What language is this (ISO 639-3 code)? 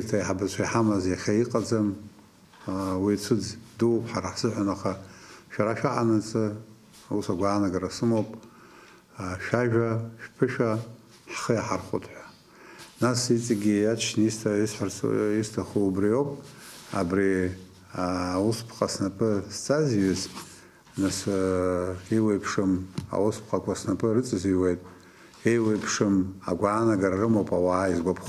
abk